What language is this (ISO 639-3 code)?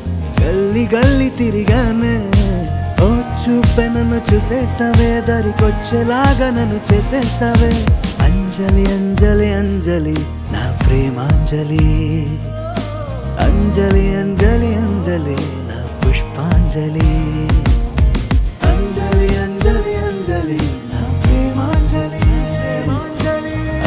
tel